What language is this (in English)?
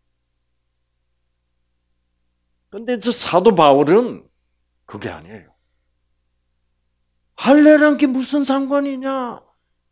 Korean